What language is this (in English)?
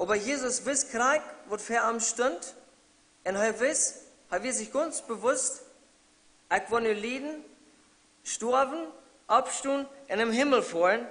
Plautdietsch